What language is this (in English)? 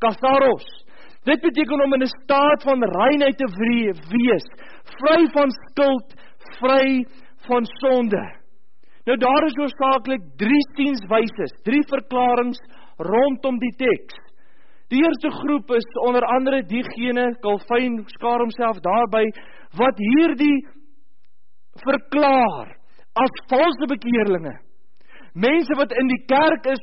Afrikaans